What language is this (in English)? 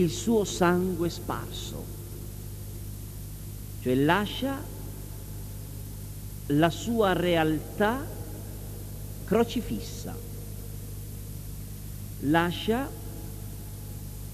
Italian